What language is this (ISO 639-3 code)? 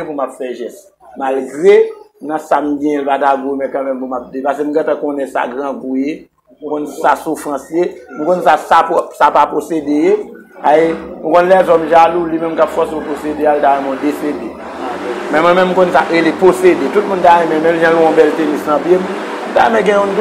hat